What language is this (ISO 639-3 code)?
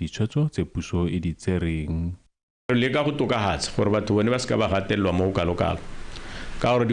tsn